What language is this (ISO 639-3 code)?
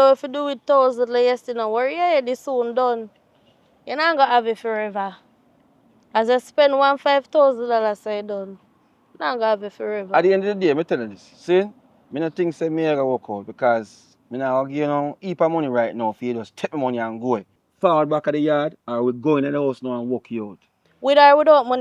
jam